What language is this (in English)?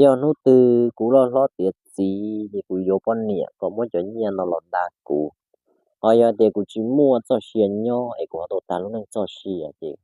Hmong